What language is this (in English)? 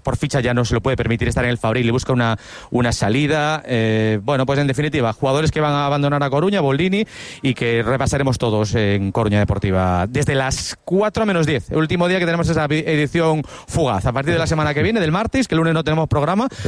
Spanish